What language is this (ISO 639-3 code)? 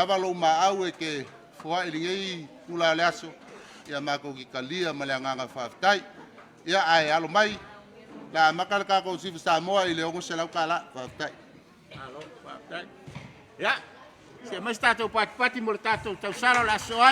smo